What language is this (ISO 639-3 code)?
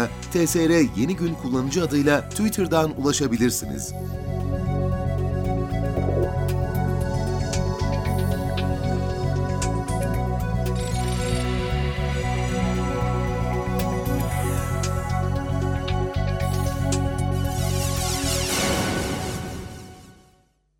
tur